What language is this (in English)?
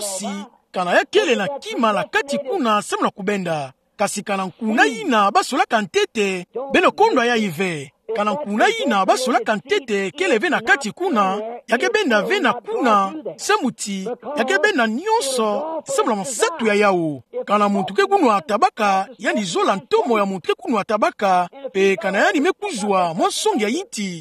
Kituba (Democratic Republic of Congo)